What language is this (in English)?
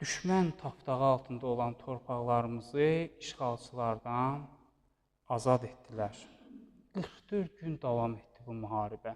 Azerbaijani